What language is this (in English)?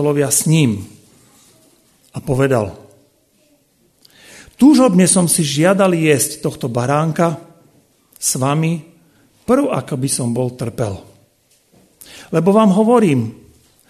Slovak